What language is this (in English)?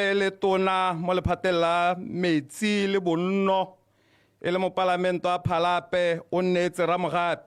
Tswana